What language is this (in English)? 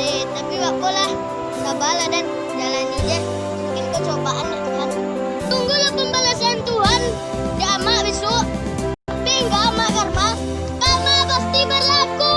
Minangkabau